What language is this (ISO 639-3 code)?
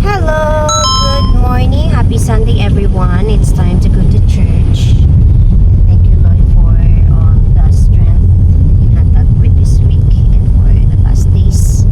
hil